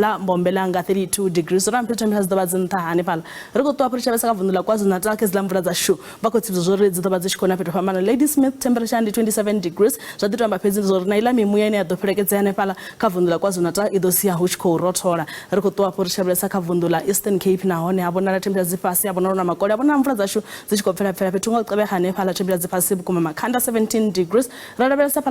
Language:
Venda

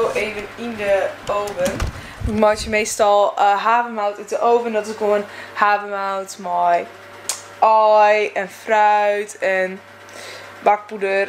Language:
Western Frisian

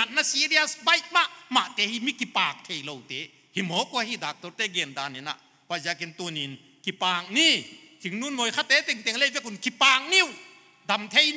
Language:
Paite Chin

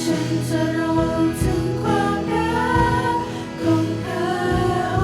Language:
Lahu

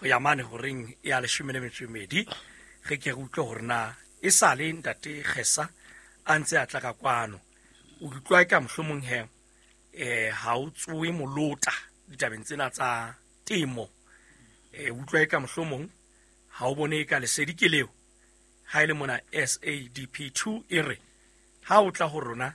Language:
Southern Sotho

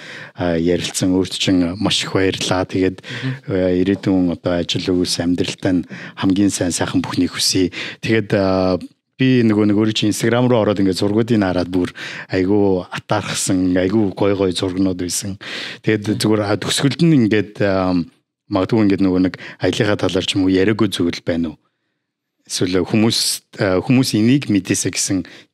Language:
Mongolian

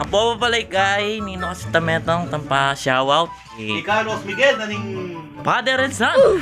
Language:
Pampanga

